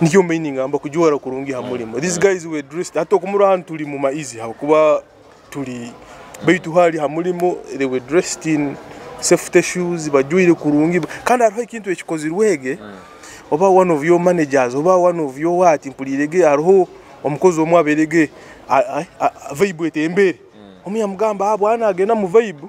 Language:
Nyoro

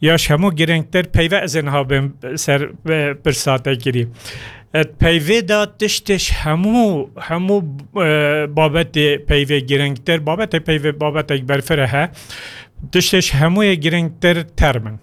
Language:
Kurdish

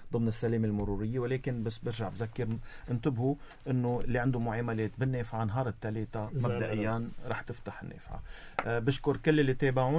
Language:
North Levantine Arabic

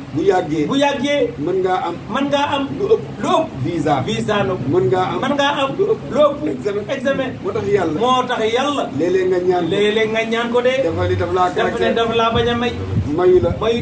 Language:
Wolof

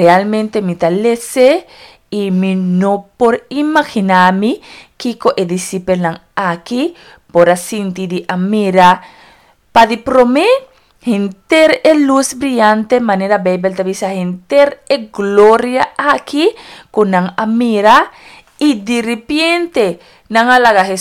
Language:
Papiamento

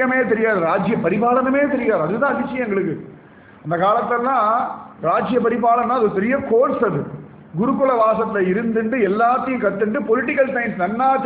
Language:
Tamil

